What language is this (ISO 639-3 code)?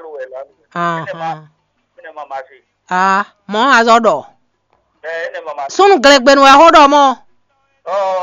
fon